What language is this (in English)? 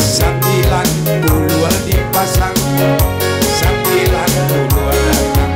Minangkabau